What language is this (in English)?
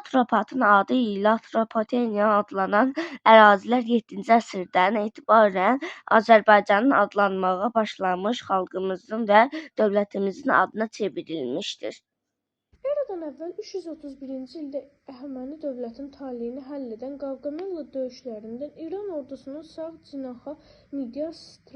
Azerbaijani